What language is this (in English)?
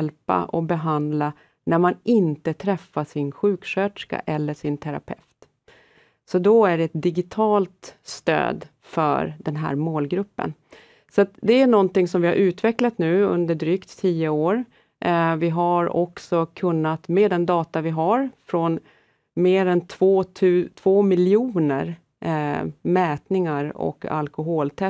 Swedish